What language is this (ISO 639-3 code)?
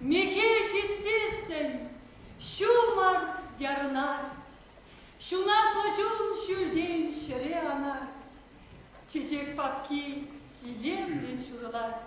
chv